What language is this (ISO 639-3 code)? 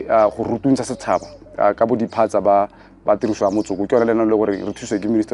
tsn